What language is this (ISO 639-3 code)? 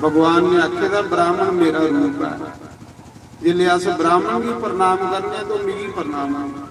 doi